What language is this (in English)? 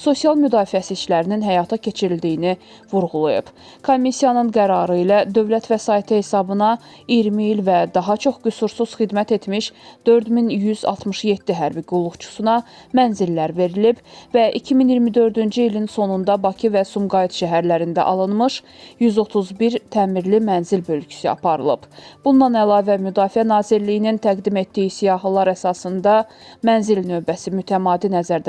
Azerbaijani